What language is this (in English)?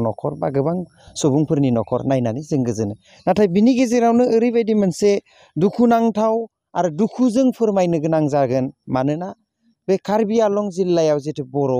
Bodo